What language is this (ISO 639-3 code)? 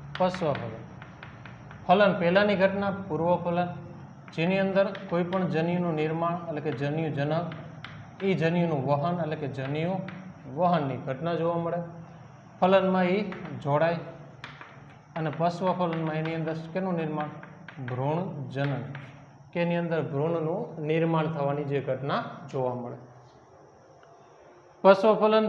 guj